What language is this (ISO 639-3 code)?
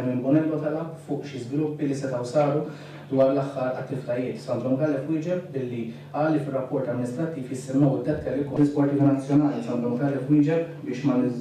mlt